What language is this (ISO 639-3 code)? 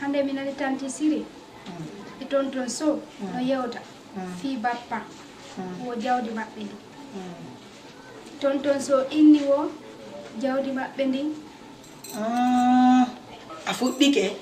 ful